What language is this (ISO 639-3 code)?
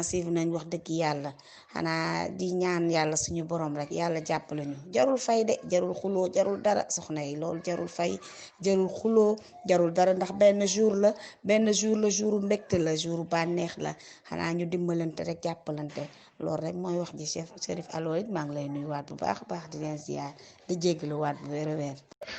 wol